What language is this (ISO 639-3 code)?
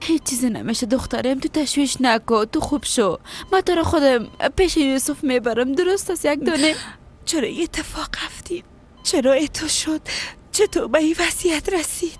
fas